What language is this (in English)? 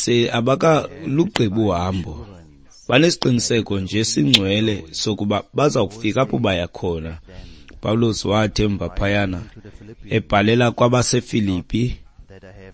Xhosa